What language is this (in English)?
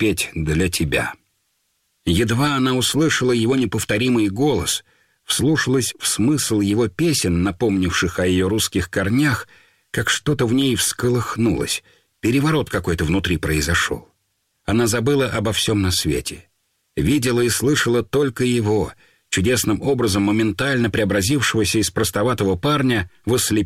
Russian